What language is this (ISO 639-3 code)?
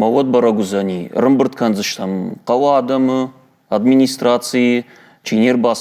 oss